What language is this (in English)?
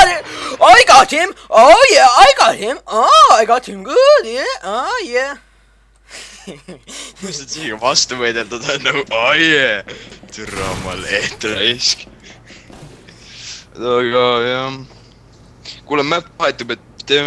Estonian